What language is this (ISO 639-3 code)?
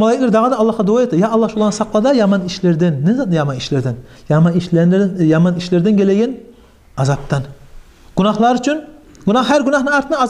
kum